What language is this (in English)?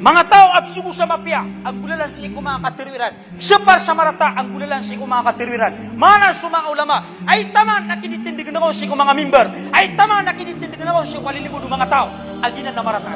Maranao